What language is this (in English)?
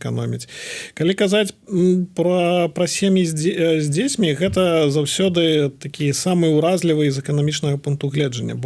Belarusian